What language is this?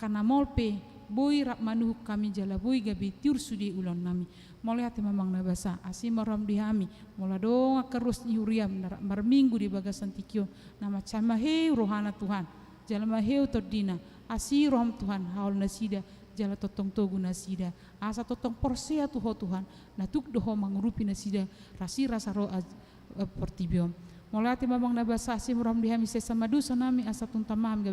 Batak Toba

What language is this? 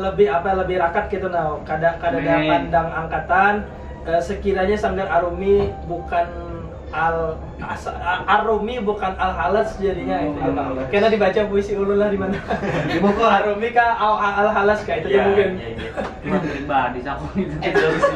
Banjar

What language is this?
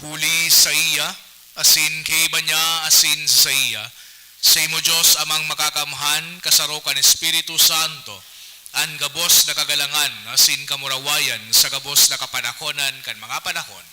Bikol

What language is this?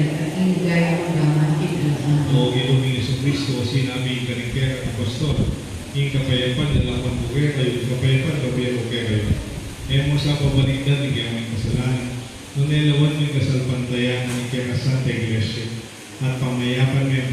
Pampanga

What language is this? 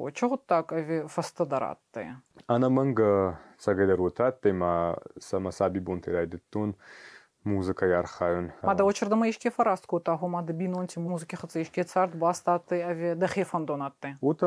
Ossetic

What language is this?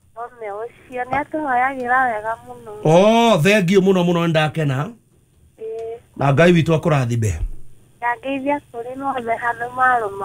Kikuyu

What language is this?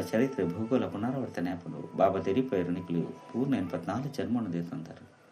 Tulu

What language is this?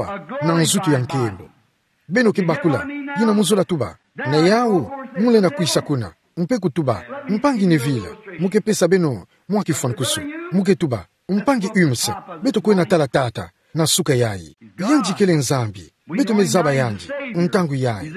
Kituba (Democratic Republic of Congo)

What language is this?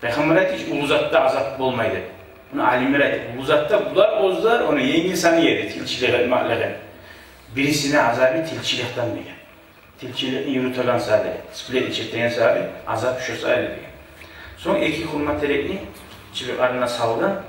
Kumyk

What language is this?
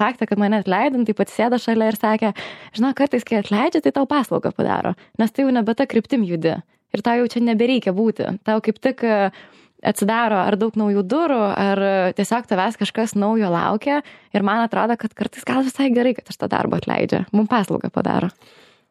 Lithuanian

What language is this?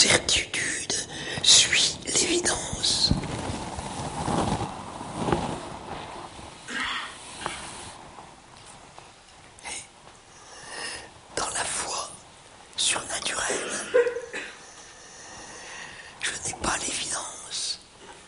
French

